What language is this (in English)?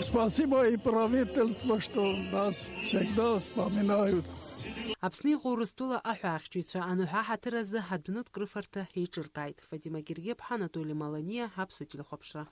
Abkhazian